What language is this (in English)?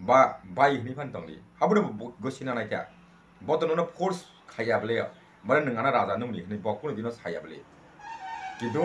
Kok Borok